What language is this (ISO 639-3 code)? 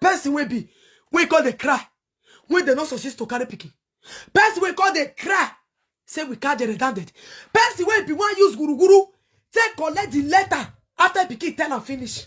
pcm